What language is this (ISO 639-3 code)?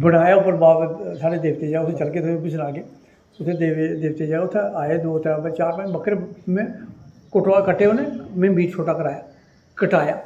doi